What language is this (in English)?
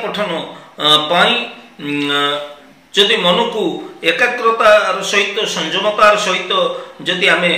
Odia